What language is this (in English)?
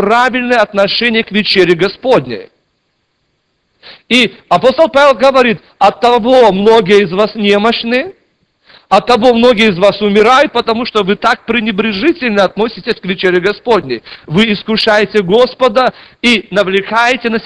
Russian